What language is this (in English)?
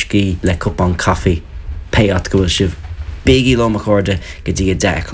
Irish